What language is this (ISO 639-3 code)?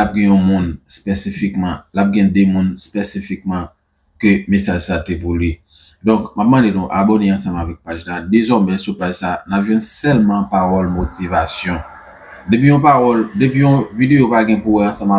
hat